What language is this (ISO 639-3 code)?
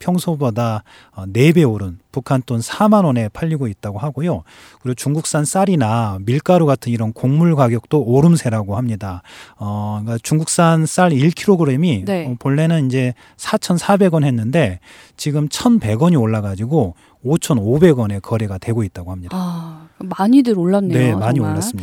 kor